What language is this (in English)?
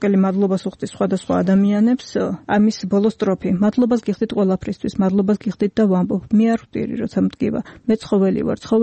Georgian